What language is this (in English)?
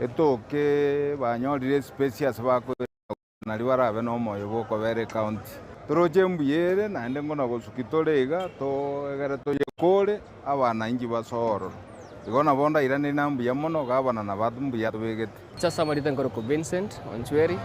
Gusii